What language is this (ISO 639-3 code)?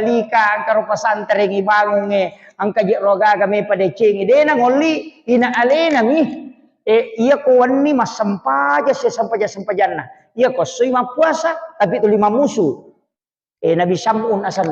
bug